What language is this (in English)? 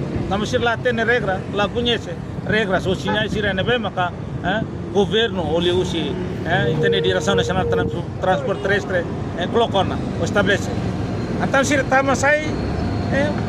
Tetum